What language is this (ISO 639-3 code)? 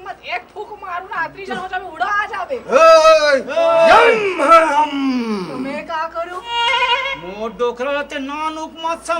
hne